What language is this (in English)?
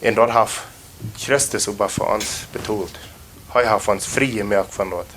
Plautdietsch